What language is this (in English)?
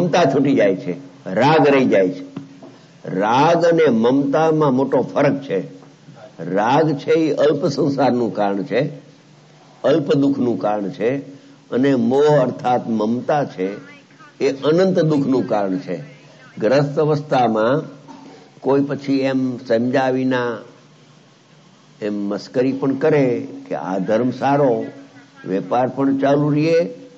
Gujarati